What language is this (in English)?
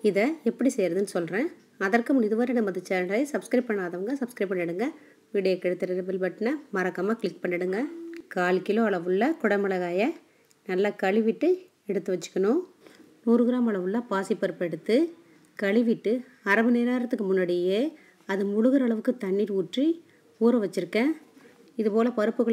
Tamil